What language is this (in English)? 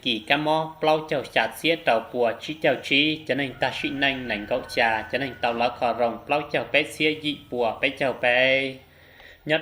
Hmong